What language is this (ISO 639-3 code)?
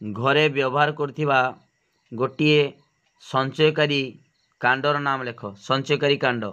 ori